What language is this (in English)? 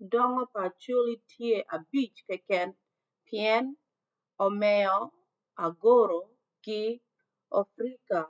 Acoli